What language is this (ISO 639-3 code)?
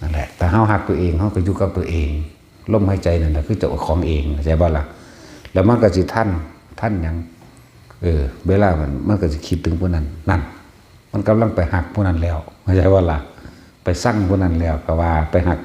tts